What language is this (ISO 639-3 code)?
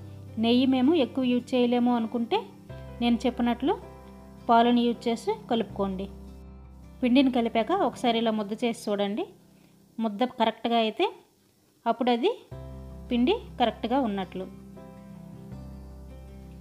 tel